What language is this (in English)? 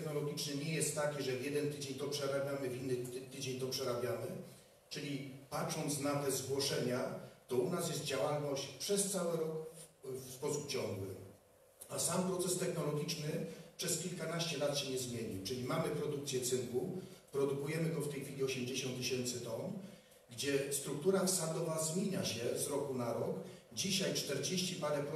Polish